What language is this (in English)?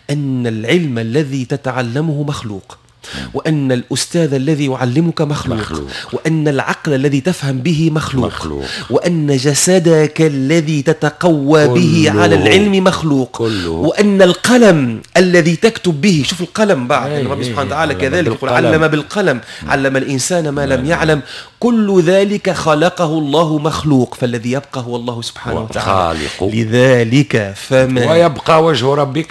Tunisian Arabic